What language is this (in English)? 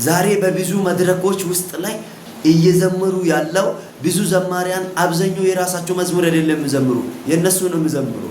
Amharic